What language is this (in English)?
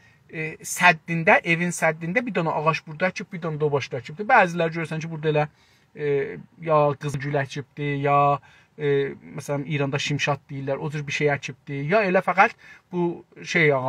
South Azerbaijani